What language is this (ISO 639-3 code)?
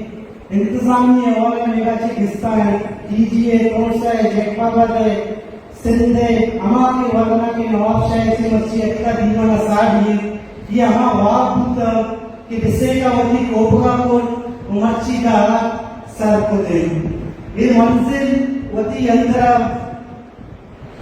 bal